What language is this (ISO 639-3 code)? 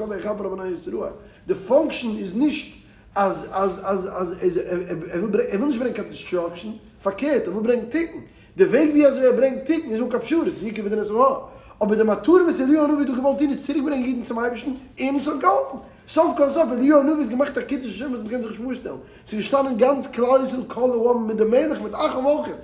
yid